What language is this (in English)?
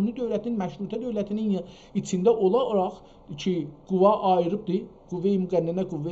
South Azerbaijani